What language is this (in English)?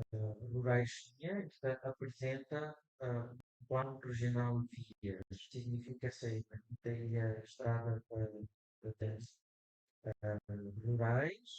Tetum